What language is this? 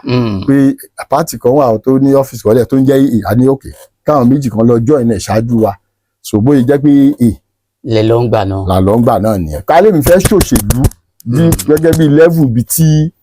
Yoruba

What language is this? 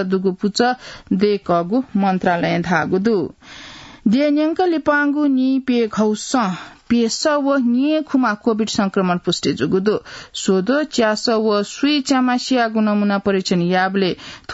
Newari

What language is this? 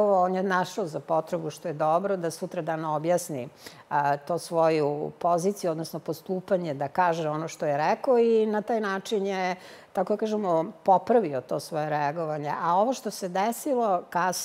Serbian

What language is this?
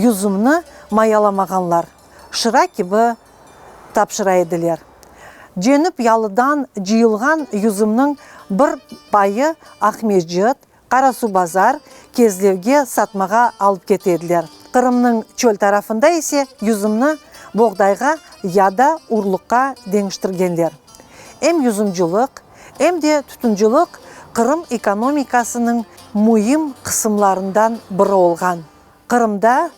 Crimean Tatar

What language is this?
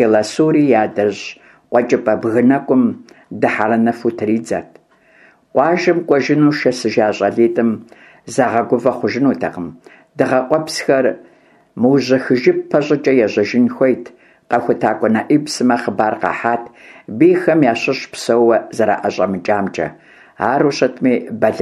Kabardian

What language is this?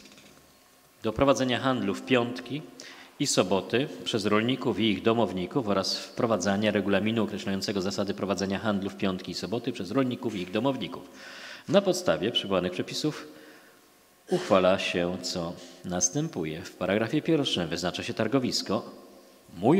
Polish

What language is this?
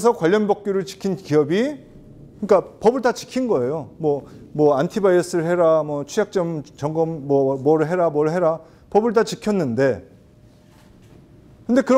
Korean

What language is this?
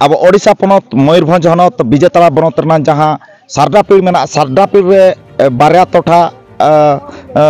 Santali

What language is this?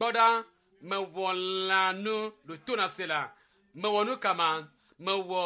Ewe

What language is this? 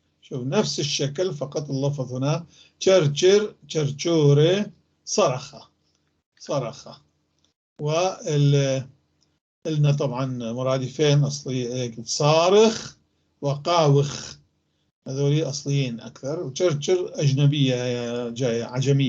North Levantine Arabic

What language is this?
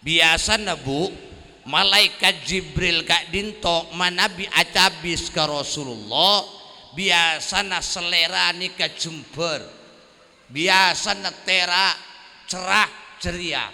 Madurese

